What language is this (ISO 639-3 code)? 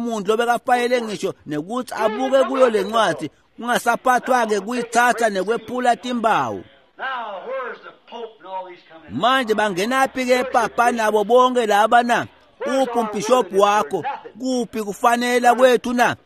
ssw